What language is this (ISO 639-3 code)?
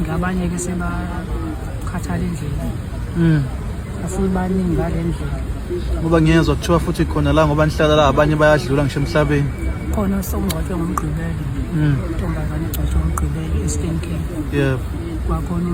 zul